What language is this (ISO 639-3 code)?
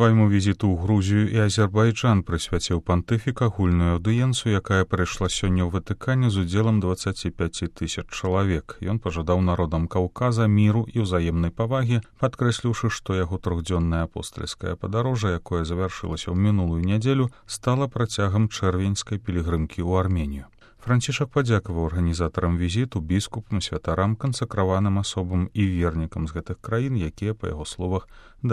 bel